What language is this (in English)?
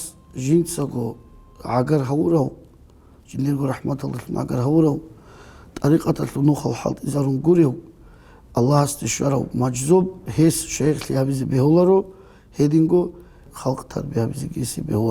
Avaric